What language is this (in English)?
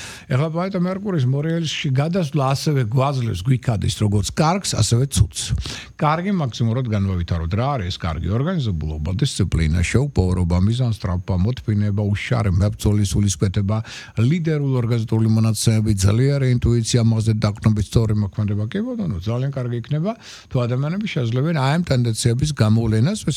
Georgian